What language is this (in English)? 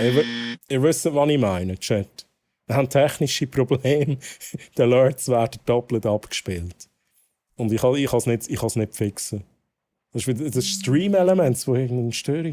Swiss German